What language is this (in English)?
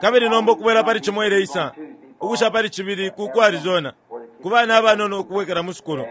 Bemba